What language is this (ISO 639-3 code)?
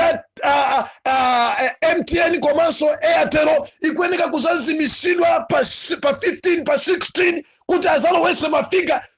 nya